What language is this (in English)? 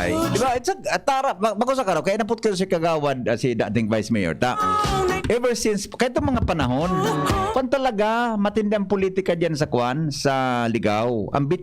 Bikol